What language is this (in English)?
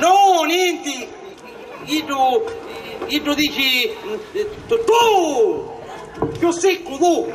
Sicilian